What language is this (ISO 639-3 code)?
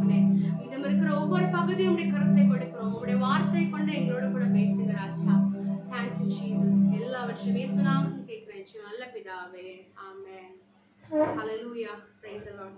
tam